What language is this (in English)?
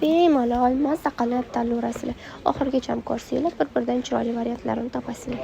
Uzbek